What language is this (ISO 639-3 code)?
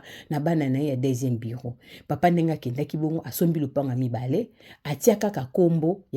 lin